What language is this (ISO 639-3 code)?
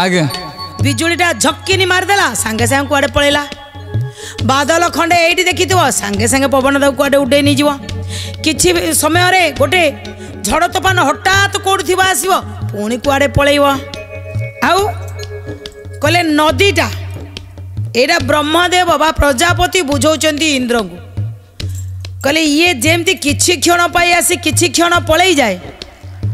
ori